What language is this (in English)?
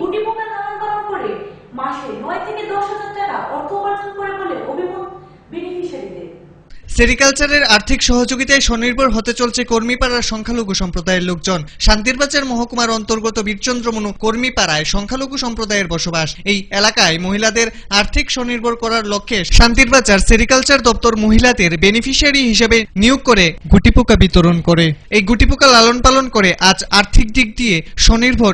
Bangla